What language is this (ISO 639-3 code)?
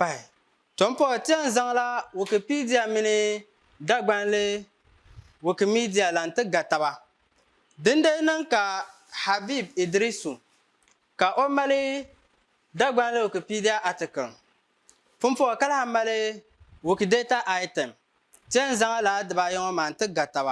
dag